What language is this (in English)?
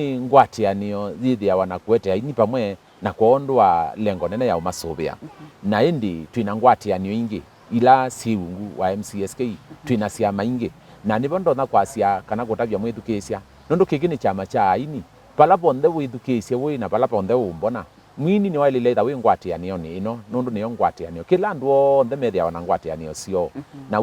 Kamba